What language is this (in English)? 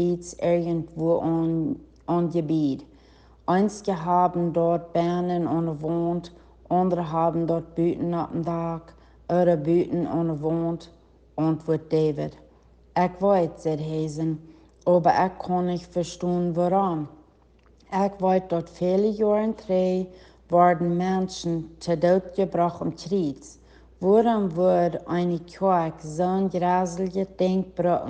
Plautdietsch